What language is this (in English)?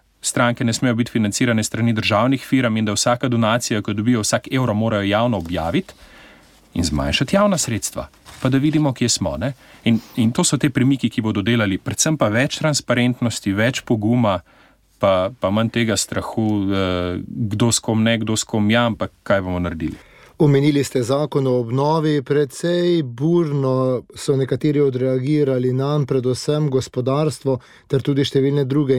Slovenian